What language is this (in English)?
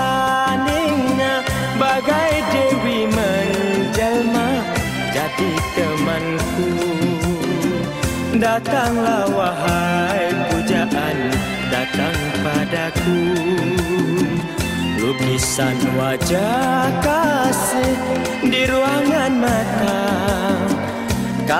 Malay